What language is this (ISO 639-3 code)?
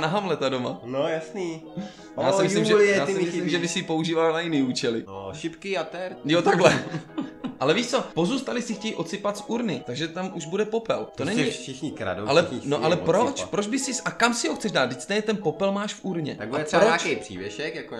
ces